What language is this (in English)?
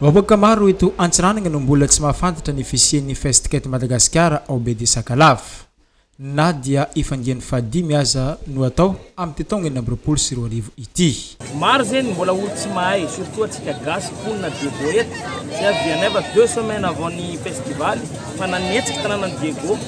Malagasy